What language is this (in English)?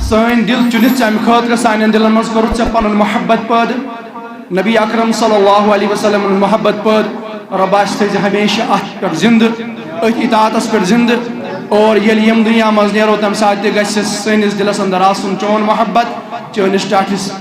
Kashmiri